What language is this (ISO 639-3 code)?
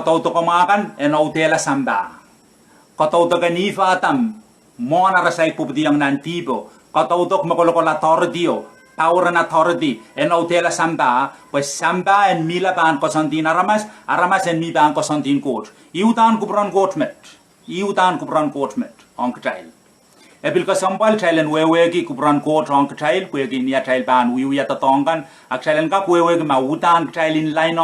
pon